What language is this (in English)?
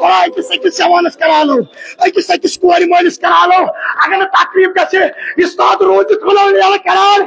Kashmiri